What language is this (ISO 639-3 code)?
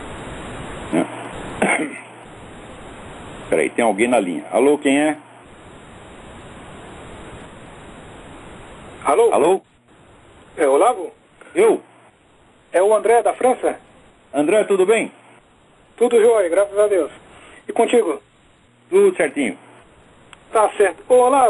por